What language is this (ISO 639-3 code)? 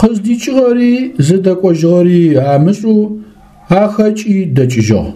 ady